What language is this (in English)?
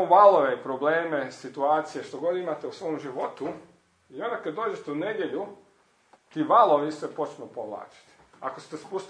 Croatian